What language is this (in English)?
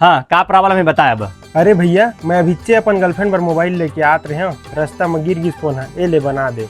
Chhattisgarhi